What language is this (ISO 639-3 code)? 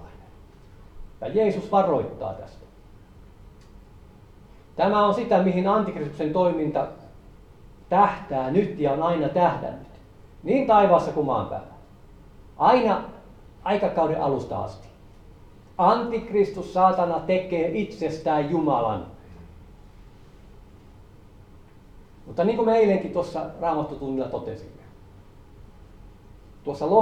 fin